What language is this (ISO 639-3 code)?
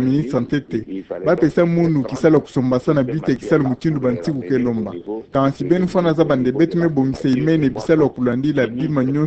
ktu